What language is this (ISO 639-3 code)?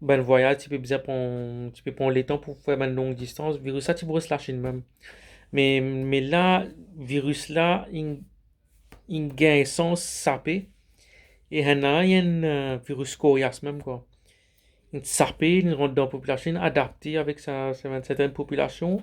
mfe